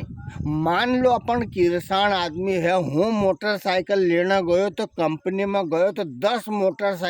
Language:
Rajasthani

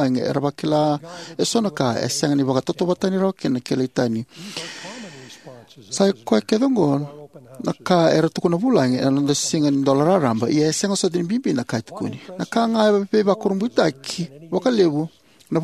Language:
Fijian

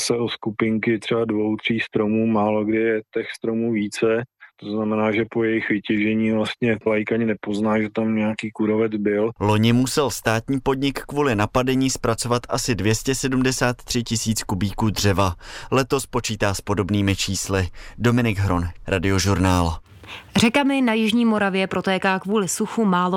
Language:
Czech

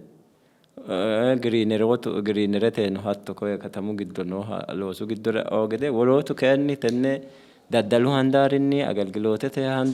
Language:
Sidamo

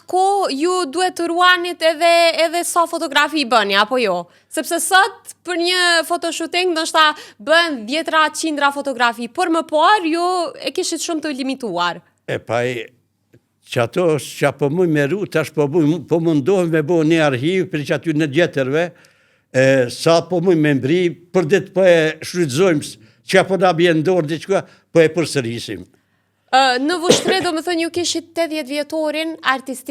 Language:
Albanian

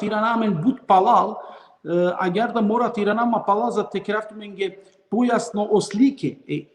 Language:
Balkan Romani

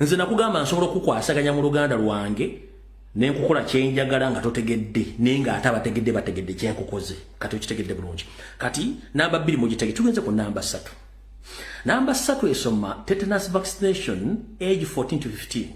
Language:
Ganda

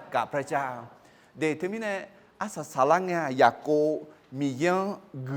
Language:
Akha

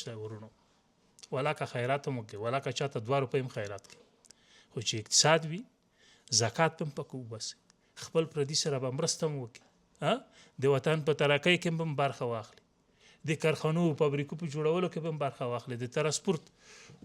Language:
Pashto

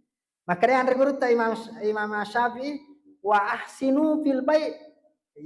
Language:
Buginese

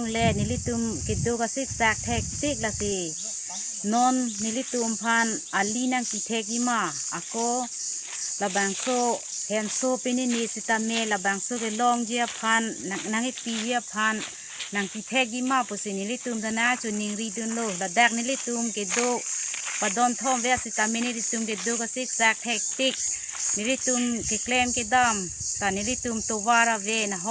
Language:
Karbi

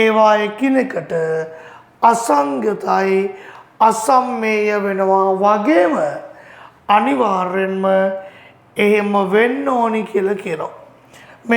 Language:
Sinhala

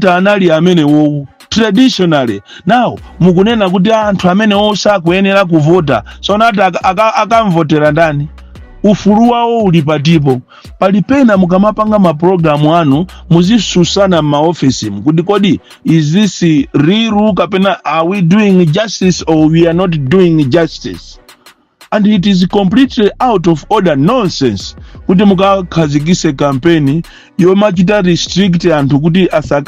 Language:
Nyanja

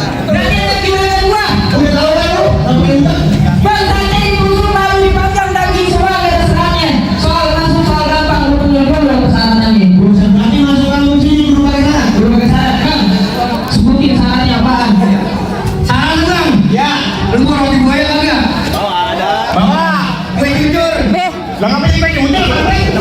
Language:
Betawi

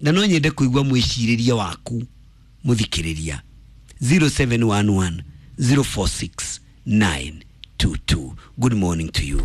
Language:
Kikuyu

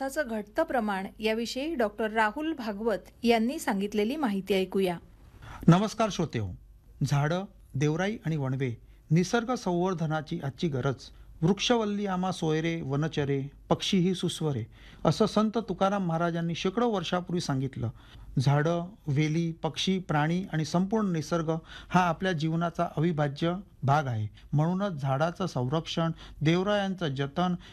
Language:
Marathi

